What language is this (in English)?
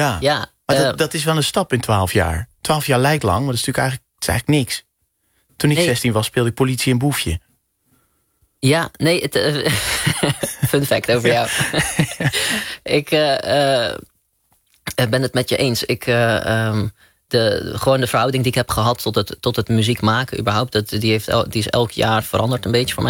Dutch